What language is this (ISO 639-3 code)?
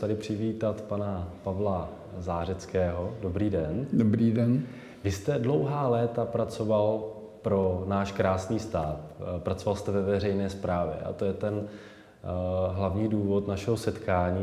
ces